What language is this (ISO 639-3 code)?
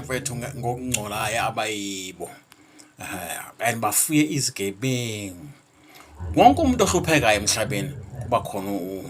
zul